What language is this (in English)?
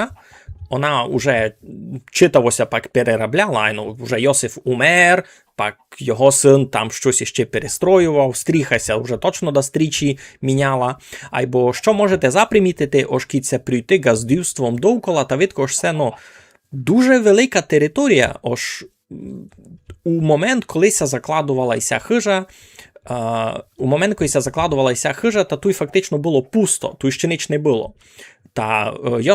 Rusyn